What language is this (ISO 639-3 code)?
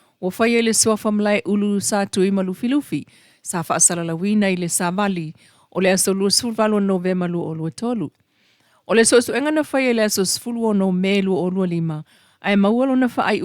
smo